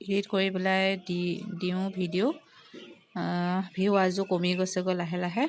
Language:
Assamese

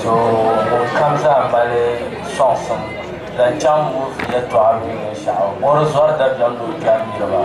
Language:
Dagbani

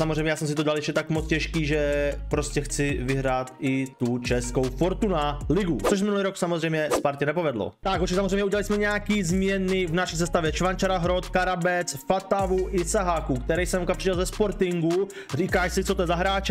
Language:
Czech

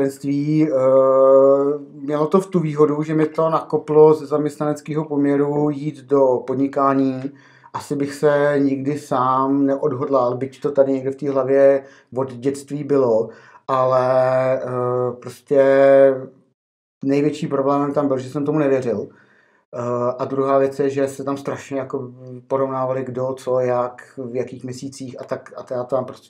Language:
Czech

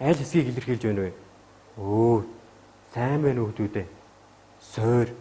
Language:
Mongolian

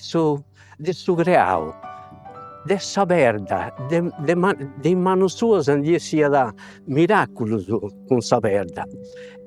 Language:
Sardinian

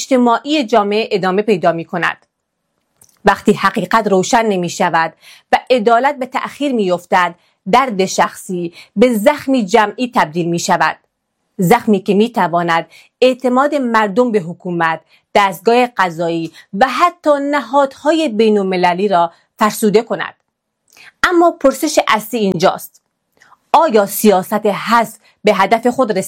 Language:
Persian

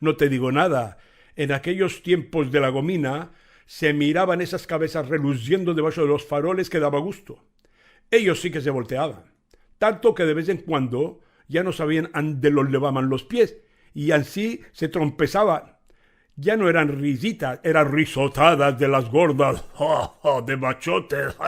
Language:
Ladino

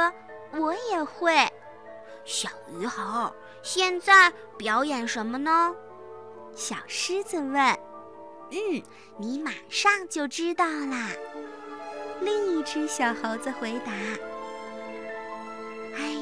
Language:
Chinese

